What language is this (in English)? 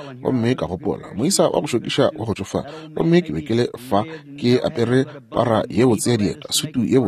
Northern Sotho